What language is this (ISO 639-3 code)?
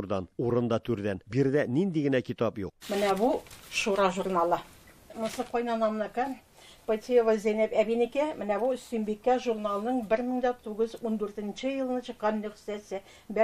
tat